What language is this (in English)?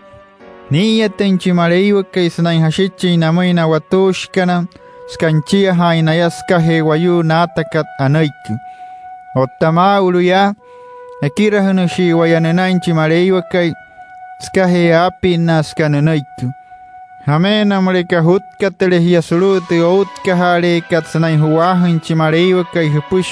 Wayuu